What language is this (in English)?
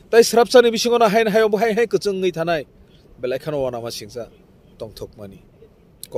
Kok Borok